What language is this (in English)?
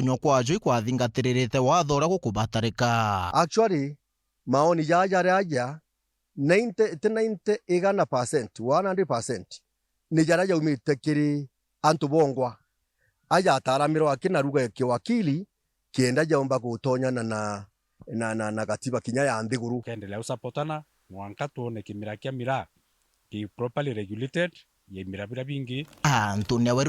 Meru